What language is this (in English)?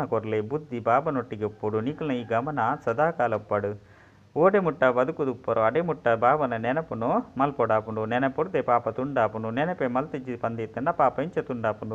Tulu